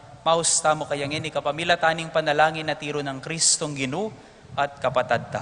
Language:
Pampanga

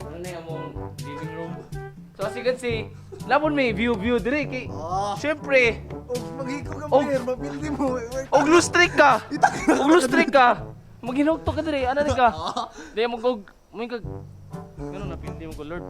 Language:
Cebuano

